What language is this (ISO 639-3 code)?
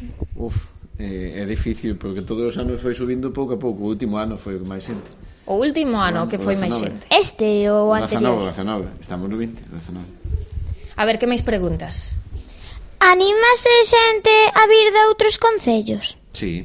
glg